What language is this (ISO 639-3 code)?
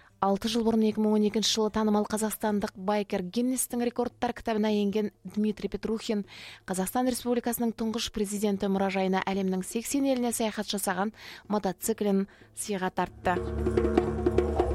kaz